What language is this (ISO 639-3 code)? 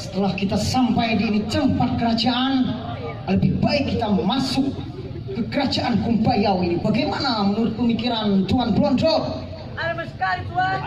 bjn